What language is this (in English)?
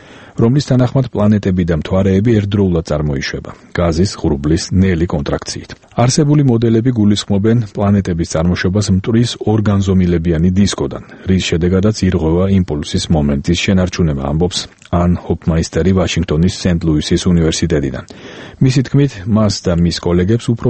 Georgian